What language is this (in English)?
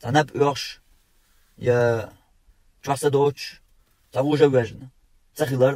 Chechen